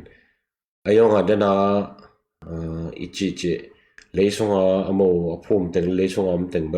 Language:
Tedim Chin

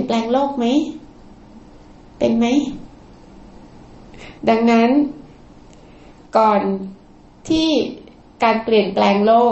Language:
Thai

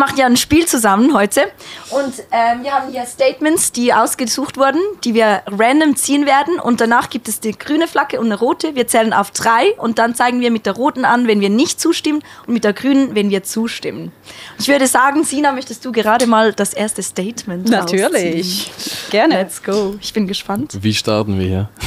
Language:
Swiss German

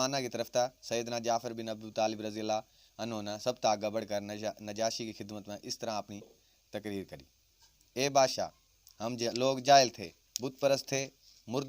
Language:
Haryanvi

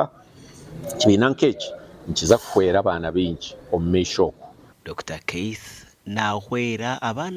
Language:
Nyankole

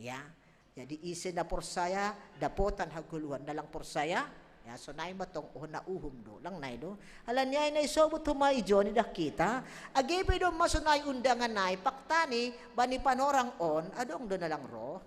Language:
Batak Simalungun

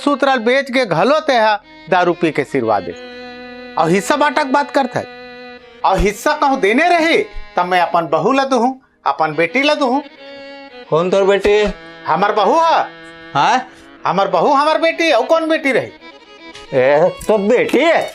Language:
Chhattisgarhi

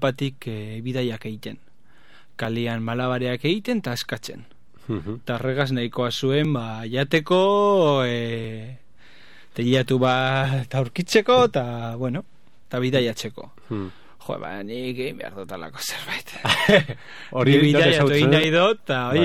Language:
Basque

